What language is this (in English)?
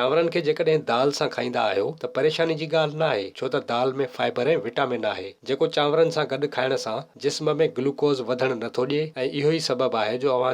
Sindhi